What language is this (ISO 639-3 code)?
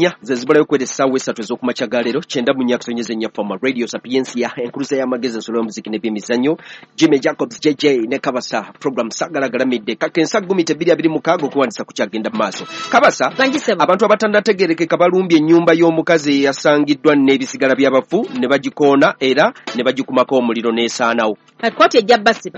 lug